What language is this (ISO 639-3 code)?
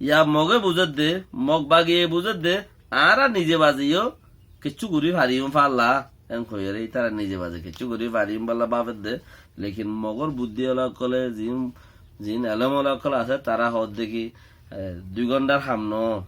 rhg